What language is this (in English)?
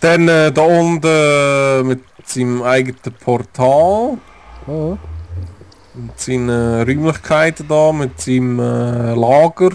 Swiss German